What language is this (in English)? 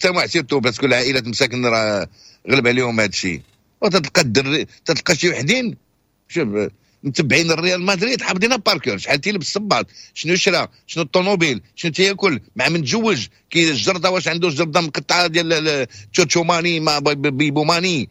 Moroccan Arabic